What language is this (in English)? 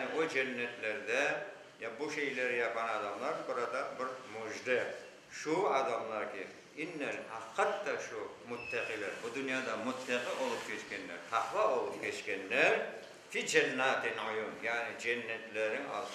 Crimean Tatar